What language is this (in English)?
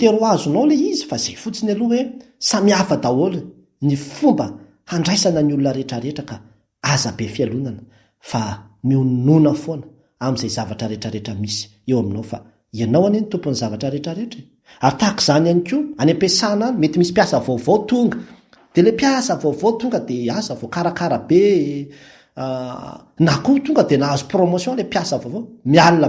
Malagasy